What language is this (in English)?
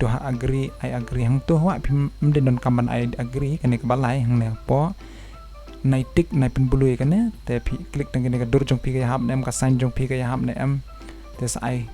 Khasi